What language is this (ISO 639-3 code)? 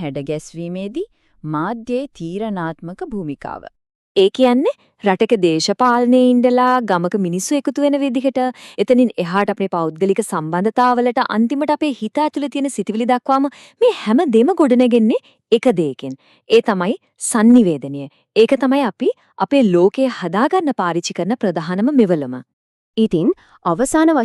sin